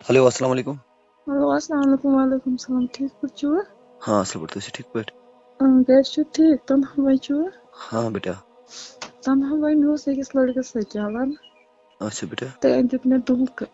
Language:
Kashmiri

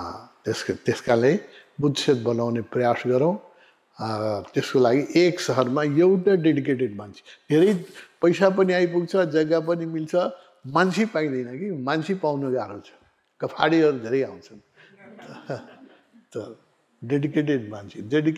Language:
Nepali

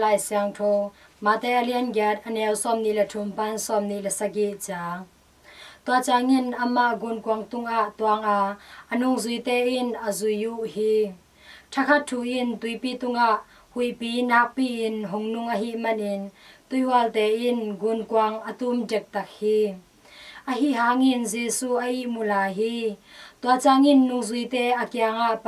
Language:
Tedim Chin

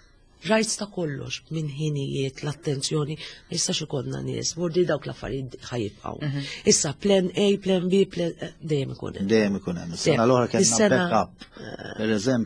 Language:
Maltese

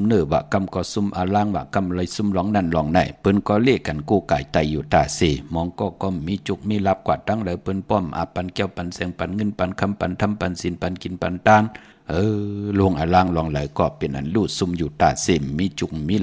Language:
Shan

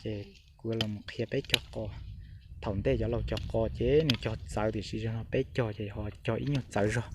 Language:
Hmong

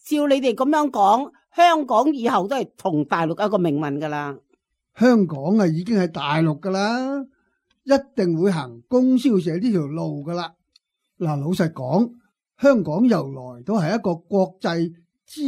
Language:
Cantonese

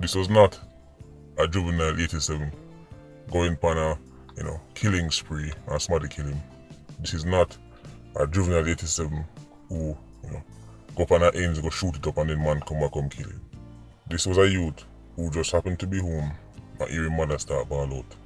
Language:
Jamaican Creole English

